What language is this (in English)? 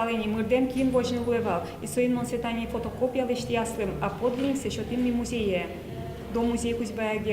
Udmurt